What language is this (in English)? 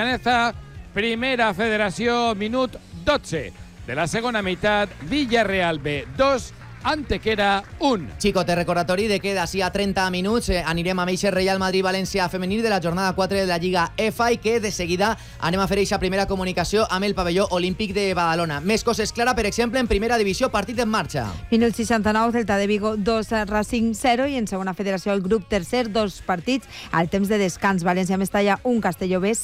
Catalan